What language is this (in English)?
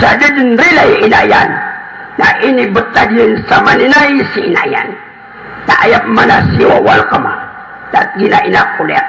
Maranao